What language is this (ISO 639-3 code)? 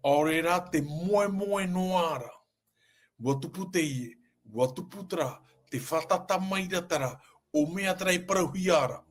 tah